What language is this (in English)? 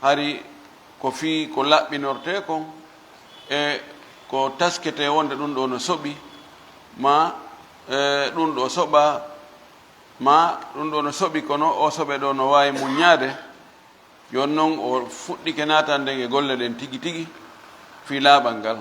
Fula